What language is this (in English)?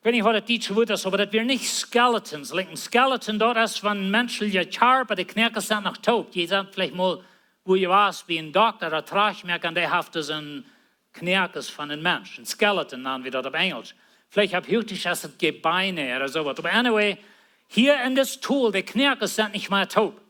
Plautdietsch